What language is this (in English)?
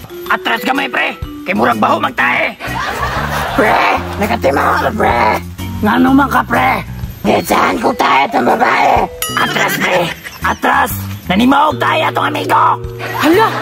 Cebuano